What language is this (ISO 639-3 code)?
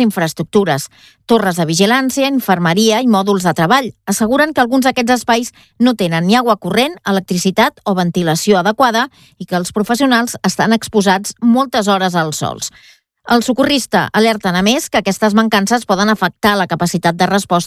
cat